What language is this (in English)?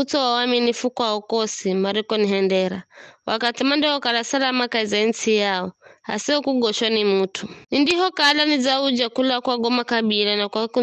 Giryama